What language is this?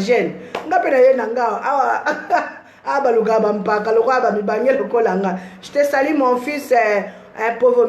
Lingala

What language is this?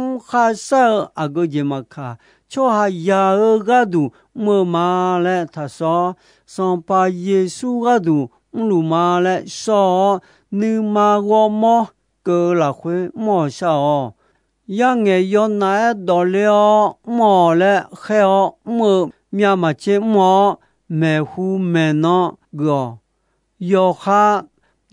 Akha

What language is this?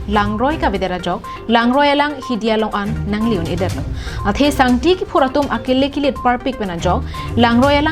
Karbi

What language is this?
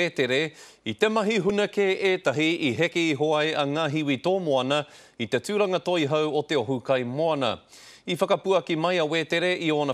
Māori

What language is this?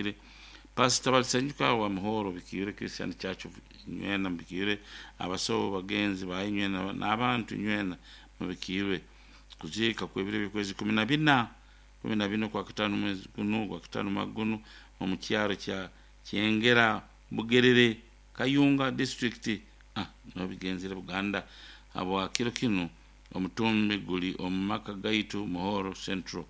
Nyoro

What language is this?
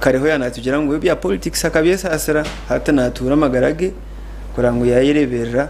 Nyankole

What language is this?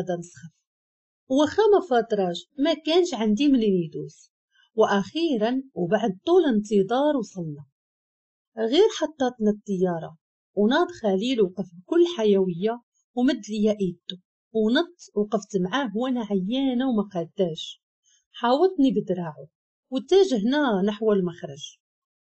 Moroccan Arabic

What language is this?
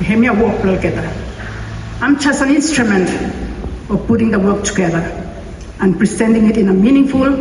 Bislama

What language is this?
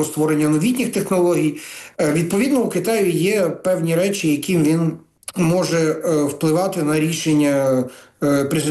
Ukrainian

